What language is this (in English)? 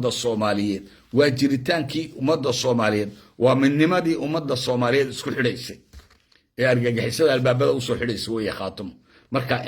Somali